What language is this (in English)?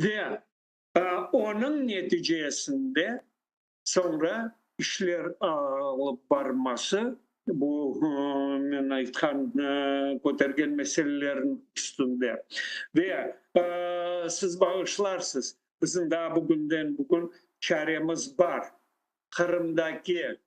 Crimean Tatar